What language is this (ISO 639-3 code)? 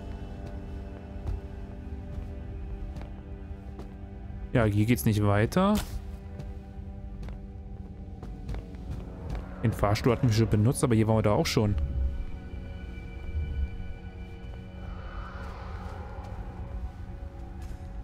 deu